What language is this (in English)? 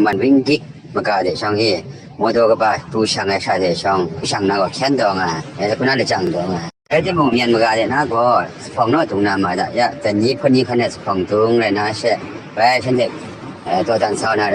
Maru